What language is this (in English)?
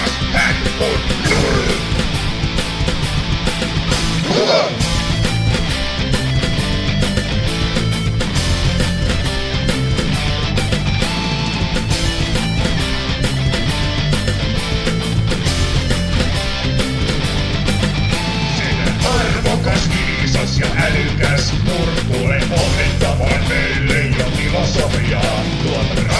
Finnish